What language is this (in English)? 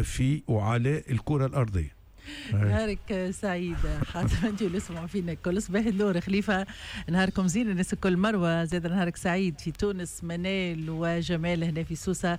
Tunisian Arabic